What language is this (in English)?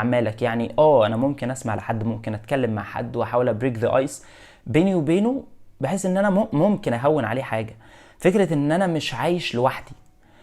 Egyptian Arabic